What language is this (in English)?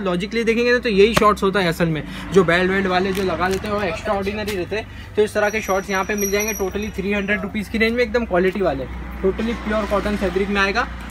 Hindi